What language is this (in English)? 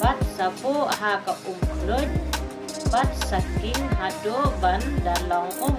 Khasi